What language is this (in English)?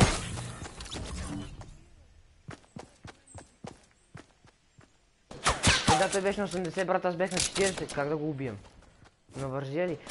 Bulgarian